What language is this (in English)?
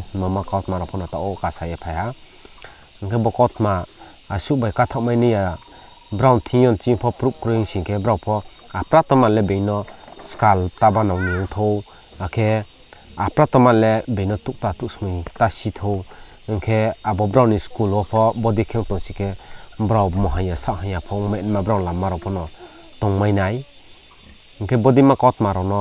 Riang (India)